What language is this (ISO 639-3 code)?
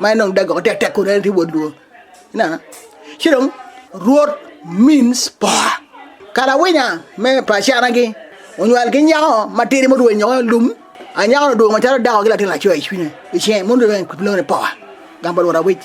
ach